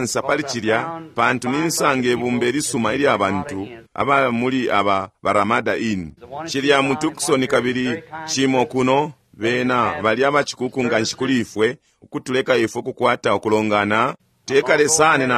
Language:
Bemba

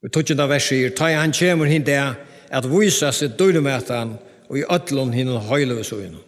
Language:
Faroese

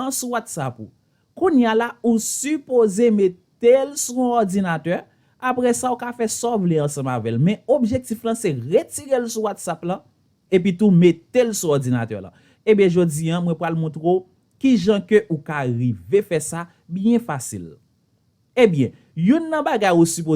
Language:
Haitian Creole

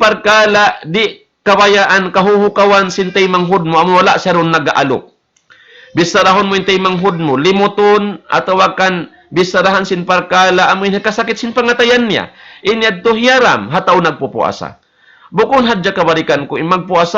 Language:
Tausug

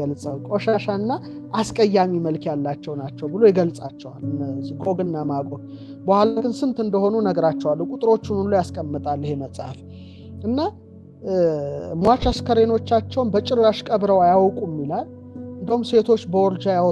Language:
Amharic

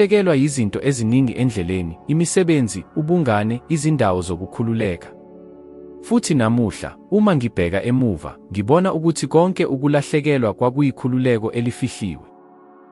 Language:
Zulu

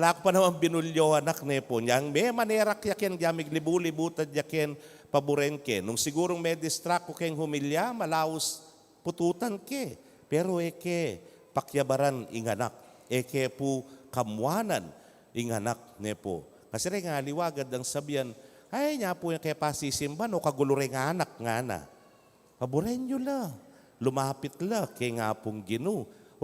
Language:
Pampanga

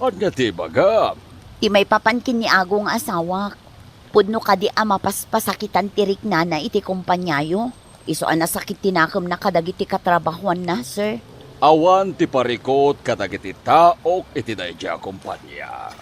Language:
Iloko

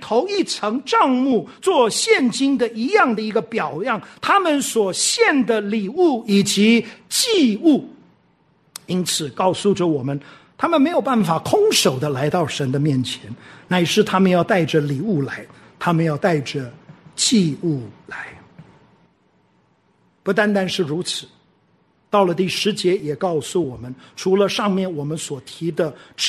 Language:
Chinese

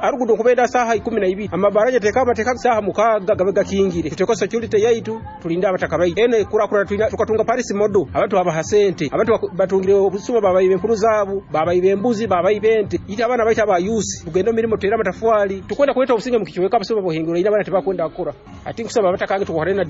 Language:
Nyoro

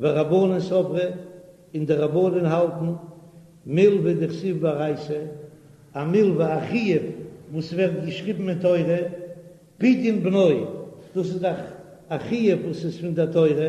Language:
Yiddish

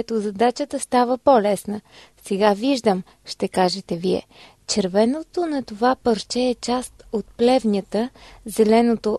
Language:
Bulgarian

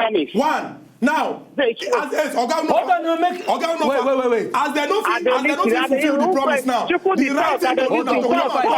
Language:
Nigerian Pidgin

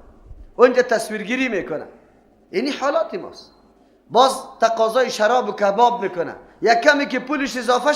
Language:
Persian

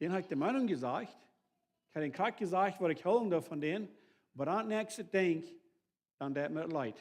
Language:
Plautdietsch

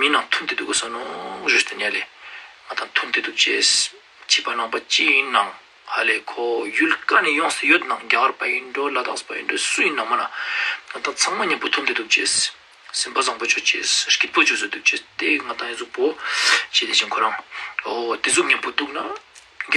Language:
Ladakhi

